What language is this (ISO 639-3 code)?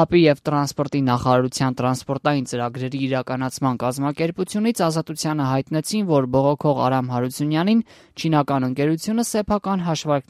hye